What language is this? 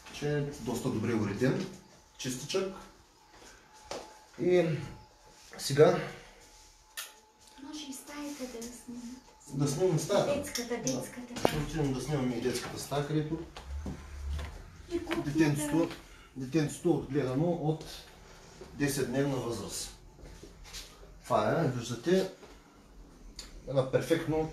Bulgarian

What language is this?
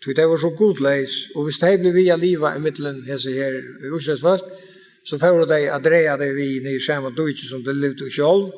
Faroese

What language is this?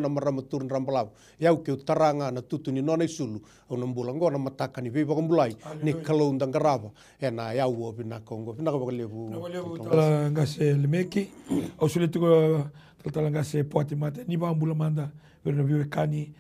Fijian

